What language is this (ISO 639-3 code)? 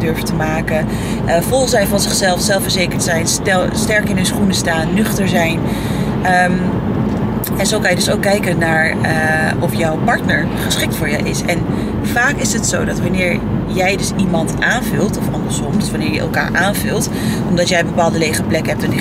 nld